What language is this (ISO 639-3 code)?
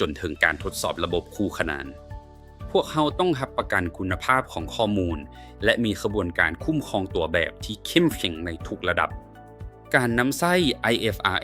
lao